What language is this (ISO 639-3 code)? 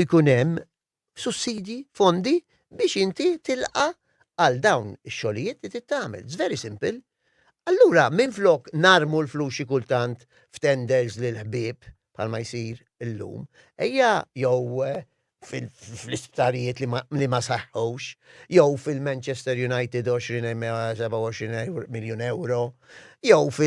mlt